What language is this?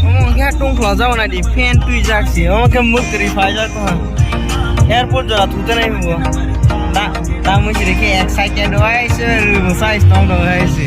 Kok Borok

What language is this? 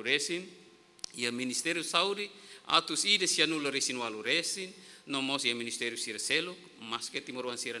Tetum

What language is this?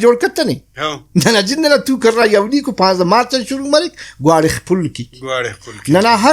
Brahui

